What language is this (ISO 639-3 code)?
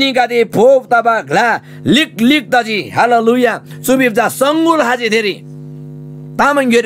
taj